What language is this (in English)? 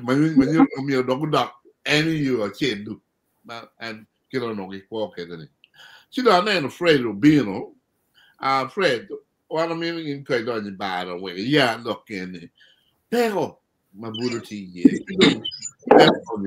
Acoli